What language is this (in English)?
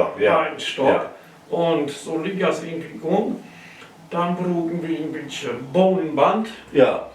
Low German